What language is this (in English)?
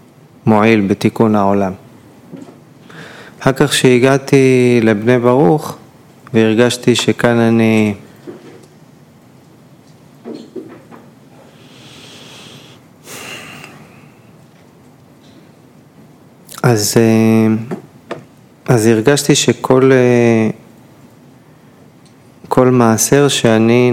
Hebrew